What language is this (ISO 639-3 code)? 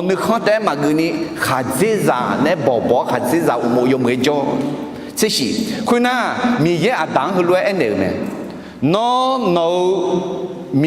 ahk